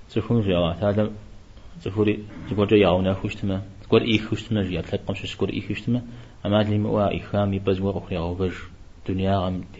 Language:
Kabardian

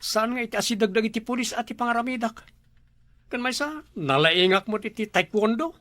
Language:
Iloko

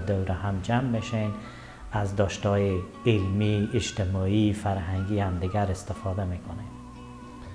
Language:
Persian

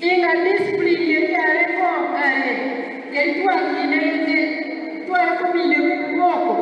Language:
Gusii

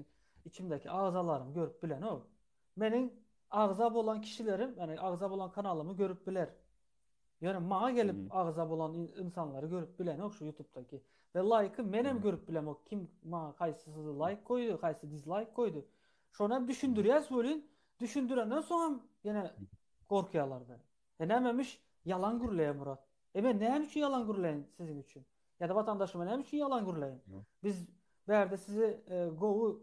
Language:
Turkmen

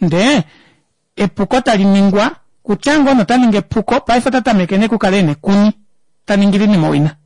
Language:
Kuanyama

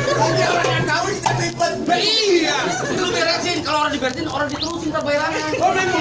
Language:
Betawi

